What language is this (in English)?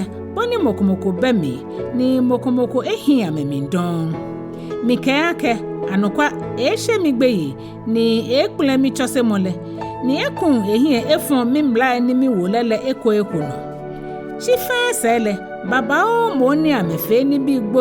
Ga